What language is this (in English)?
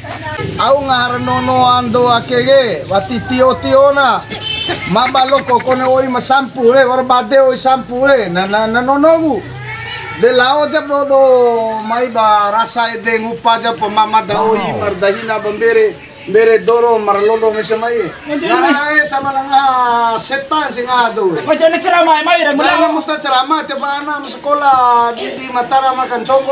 Bima